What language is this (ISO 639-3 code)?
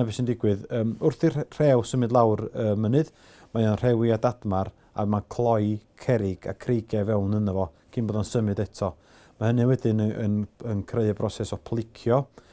cym